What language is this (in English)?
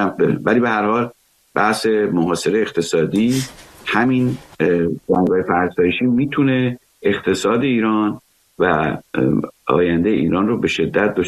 Persian